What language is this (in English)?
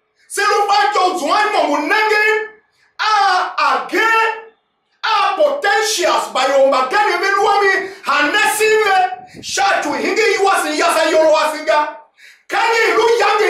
Tiv